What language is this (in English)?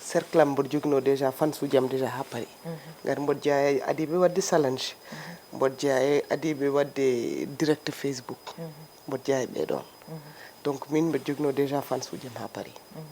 Fula